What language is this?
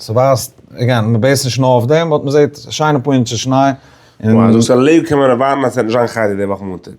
Yiddish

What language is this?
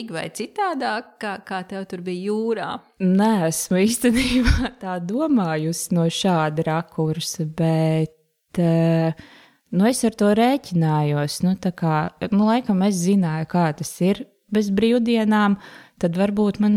Latvian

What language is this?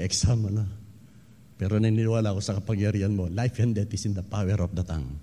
Filipino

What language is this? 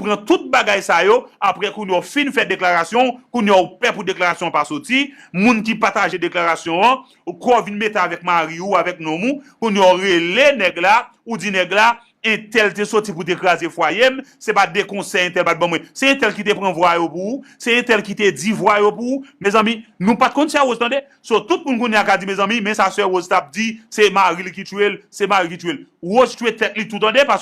Haitian Creole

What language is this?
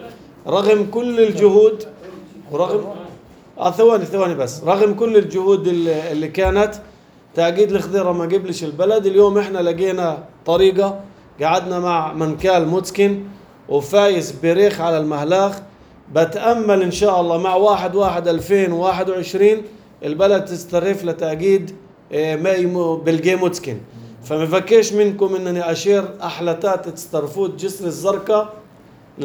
North Levantine Arabic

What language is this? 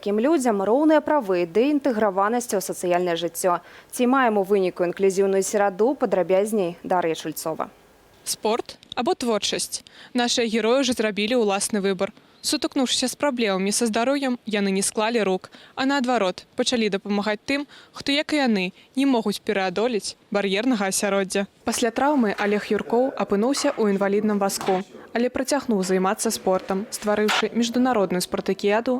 Belarusian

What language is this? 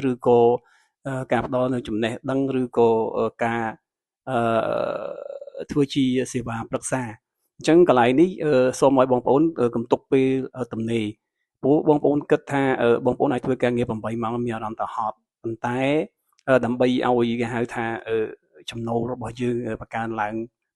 Khmer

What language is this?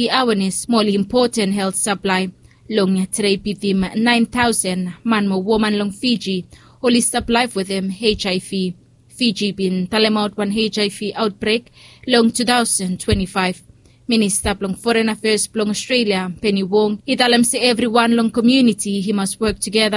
Bislama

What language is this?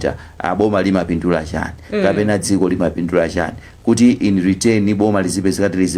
Nyanja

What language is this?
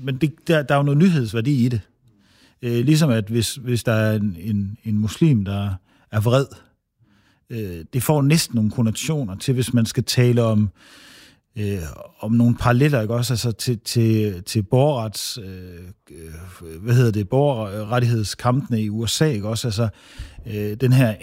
Danish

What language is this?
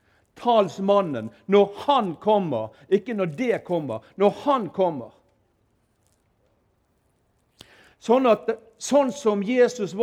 Norwegian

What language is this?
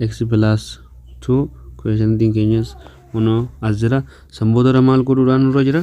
Oromo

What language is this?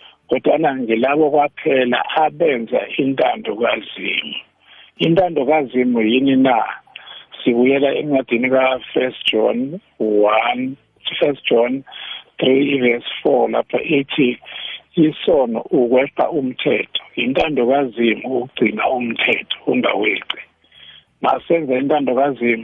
South Ndebele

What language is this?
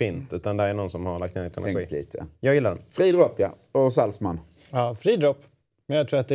Swedish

